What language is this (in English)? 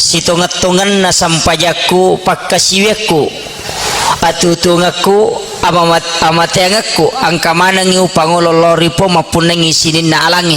Buginese